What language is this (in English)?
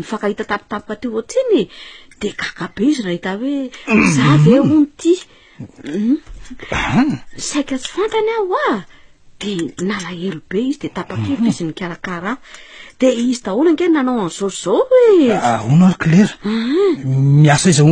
Malagasy